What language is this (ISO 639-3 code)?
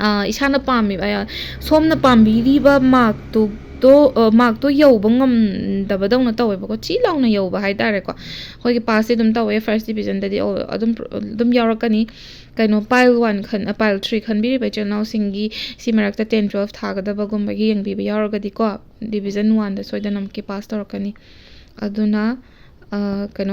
mni